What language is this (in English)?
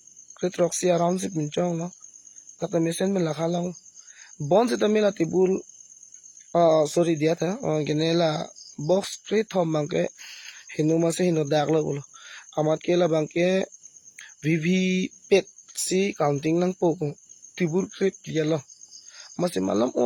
Karbi